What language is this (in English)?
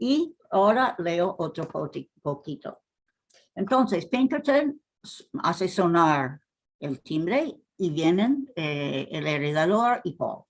Ladino